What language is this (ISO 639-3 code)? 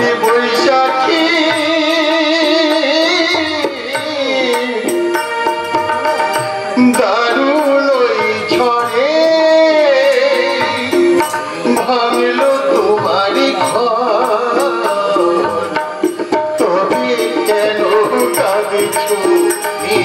ben